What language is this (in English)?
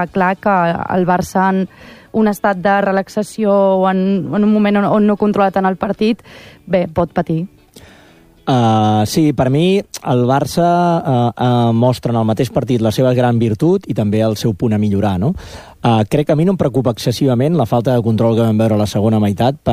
Catalan